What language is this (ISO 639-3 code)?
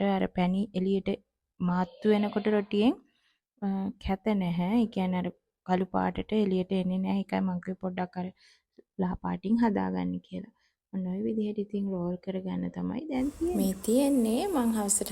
sin